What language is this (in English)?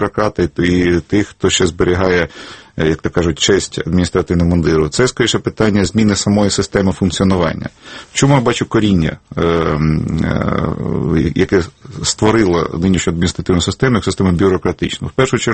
Ukrainian